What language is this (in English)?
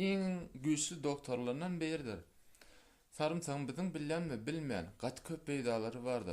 Turkmen